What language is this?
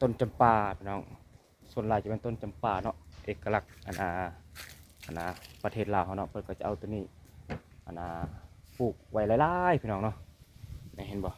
Lao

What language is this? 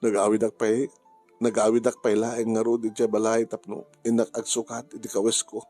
Iloko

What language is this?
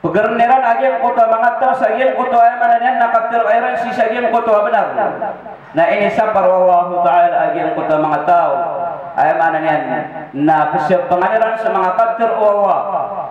Maranao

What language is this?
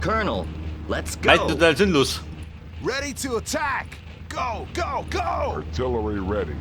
Bavarian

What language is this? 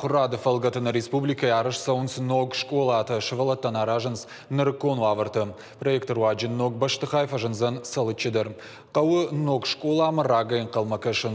Ossetic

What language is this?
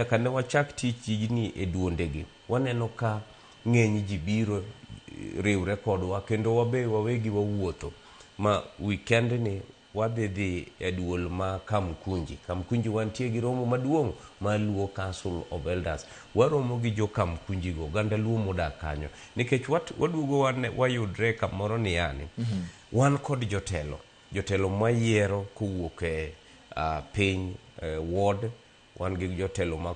Luo (Kenya and Tanzania)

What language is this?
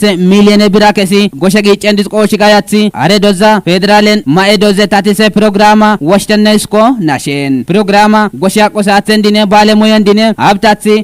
Kafa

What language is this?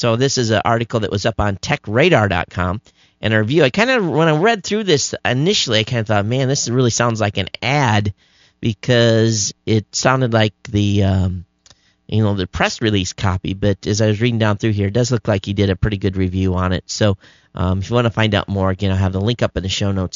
English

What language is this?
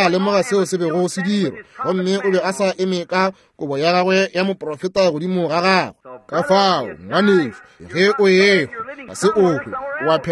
Northern Sotho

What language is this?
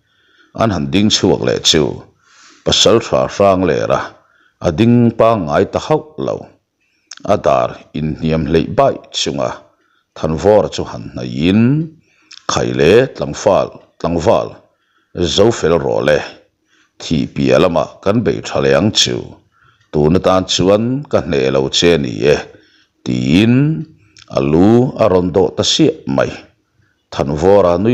Mizo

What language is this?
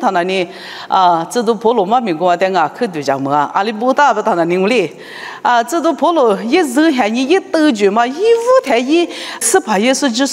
Lisu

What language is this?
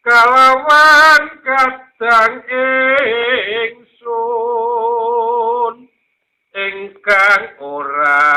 Javanese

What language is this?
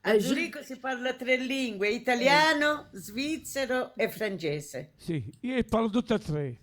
Neapolitan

